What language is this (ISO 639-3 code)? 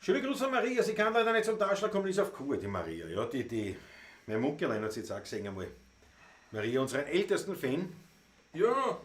bar